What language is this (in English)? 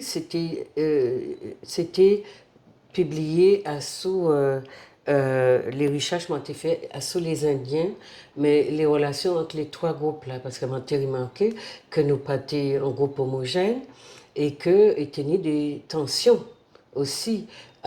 Guadeloupean Creole French